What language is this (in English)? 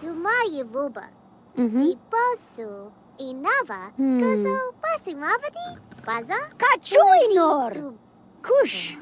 Bavarian